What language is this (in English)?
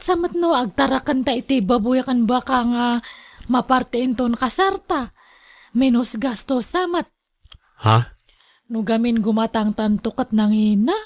Iloko